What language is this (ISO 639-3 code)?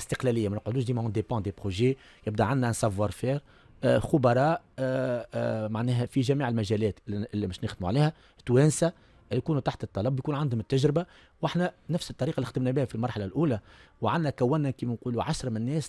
aeb